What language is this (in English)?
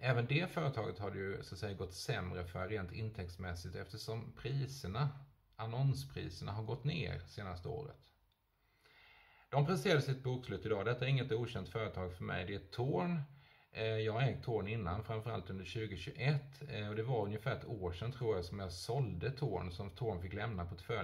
Swedish